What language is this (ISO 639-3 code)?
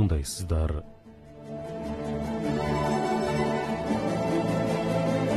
kaz